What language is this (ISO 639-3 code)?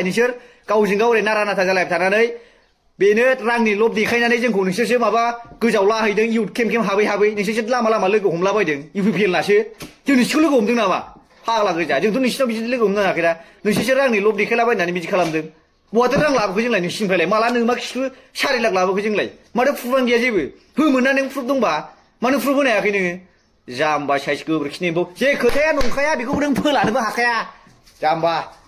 brx